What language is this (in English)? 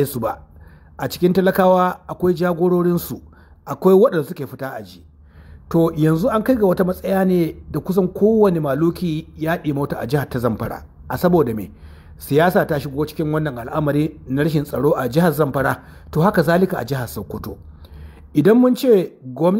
Hausa